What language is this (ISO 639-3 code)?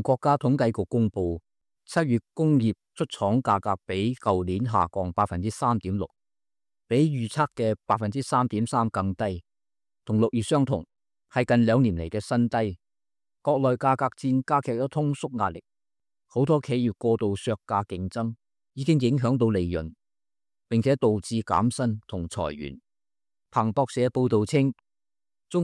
yue